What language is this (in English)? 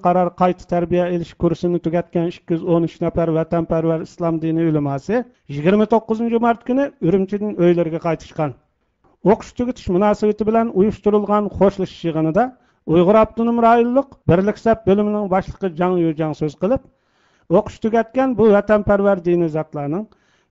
Uyghur